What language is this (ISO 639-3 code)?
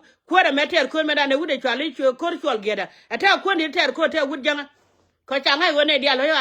nus